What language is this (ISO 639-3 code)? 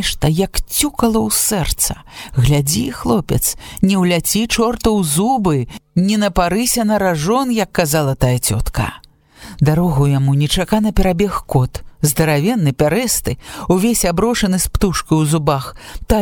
bel